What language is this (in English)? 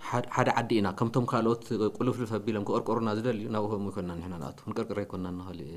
Tigrinya